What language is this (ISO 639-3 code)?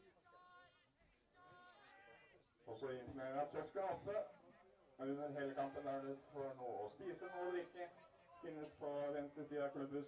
nor